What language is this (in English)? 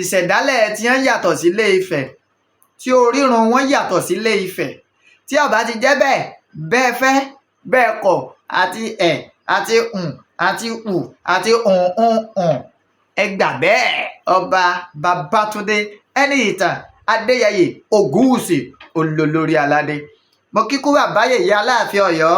Yoruba